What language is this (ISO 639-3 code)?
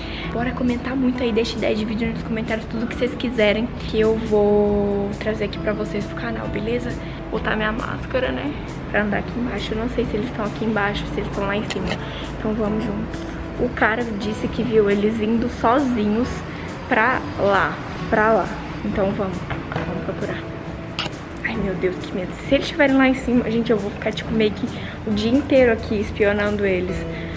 por